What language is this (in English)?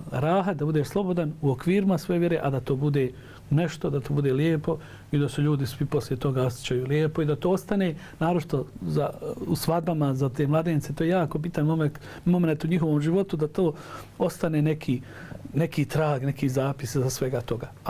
Bosnian